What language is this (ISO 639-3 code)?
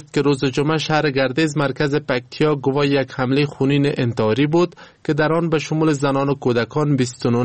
fas